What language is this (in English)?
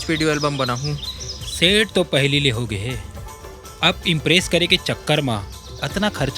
Chhattisgarhi